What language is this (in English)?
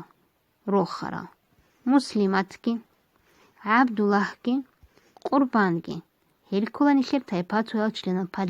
Avaric